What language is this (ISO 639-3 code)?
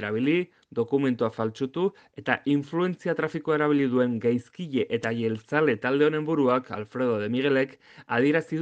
eus